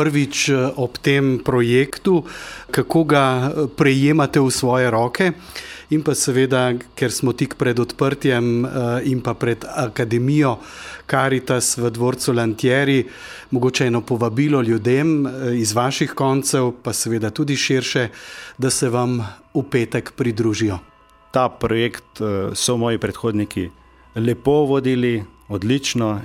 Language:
Slovenian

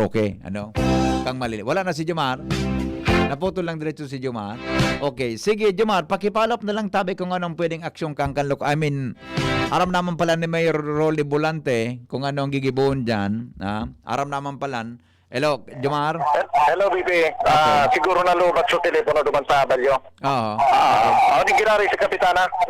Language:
Bikol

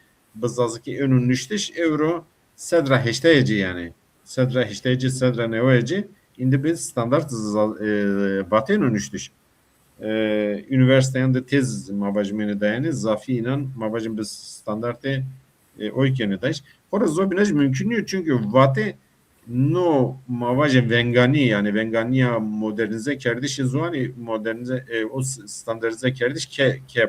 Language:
Zaza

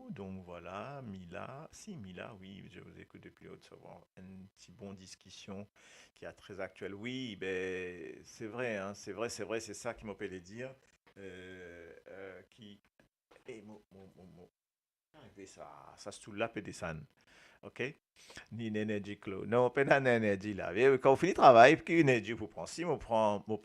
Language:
Morisyen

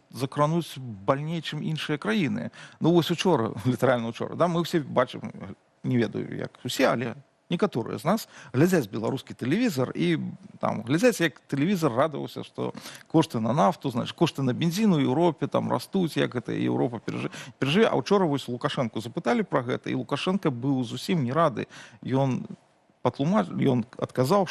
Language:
Belarusian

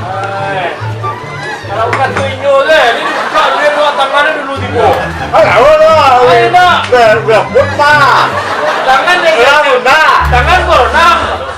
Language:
Minangkabau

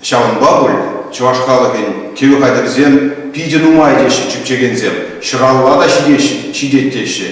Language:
Chuvash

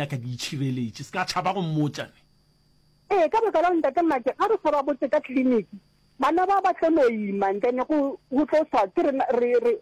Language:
Northern Sotho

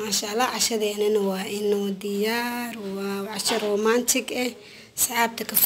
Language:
Somali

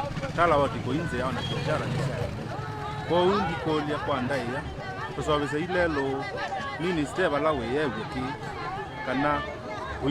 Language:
Kamba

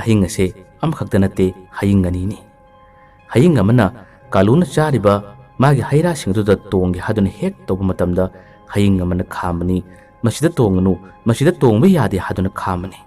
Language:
Manipuri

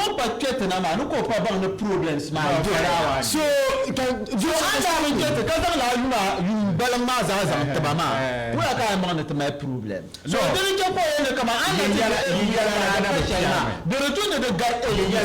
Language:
Dagbani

